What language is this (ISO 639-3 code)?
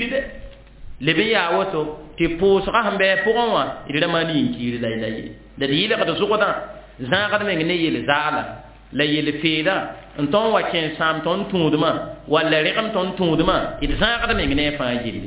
mos